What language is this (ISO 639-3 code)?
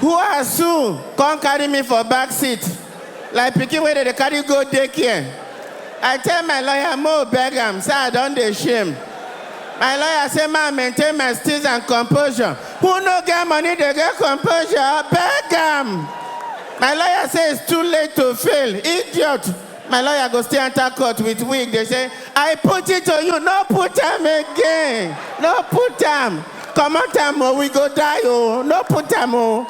pcm